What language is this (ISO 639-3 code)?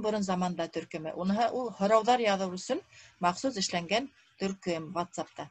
bak